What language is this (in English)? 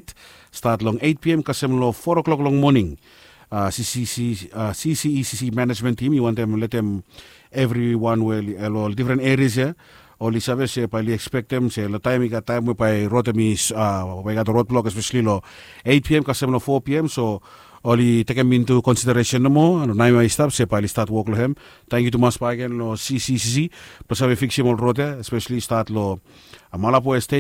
Bislama